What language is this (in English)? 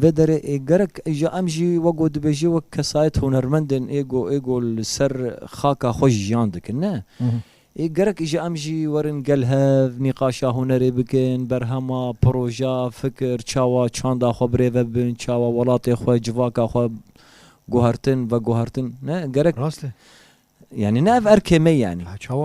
Kurdish